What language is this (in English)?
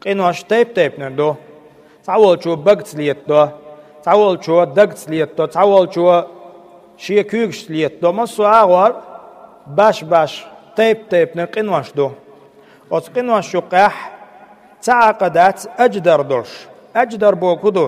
Chechen